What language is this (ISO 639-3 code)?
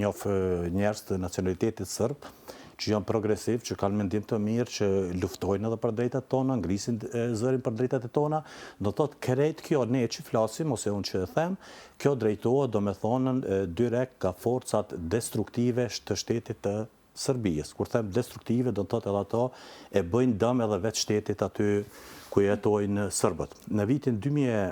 sqi